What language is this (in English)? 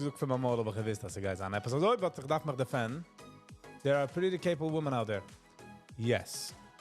Yiddish